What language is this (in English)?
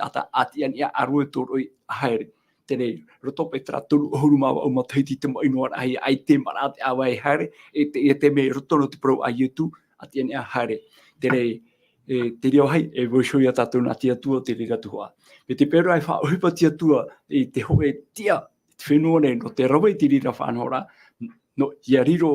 Tahitian